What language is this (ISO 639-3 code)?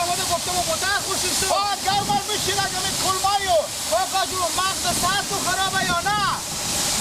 fas